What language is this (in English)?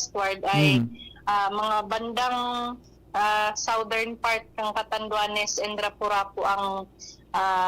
Bikol